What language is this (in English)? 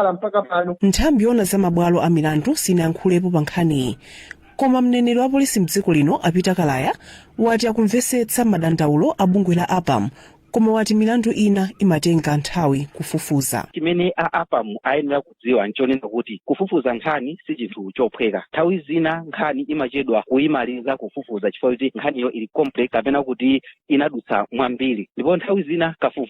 Nyanja